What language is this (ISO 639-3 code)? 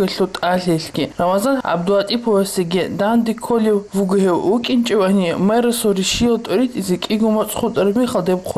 ava